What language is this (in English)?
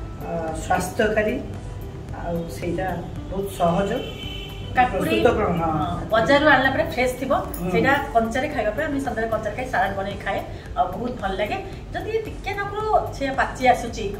Odia